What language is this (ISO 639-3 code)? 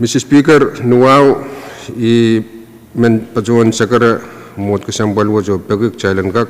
pon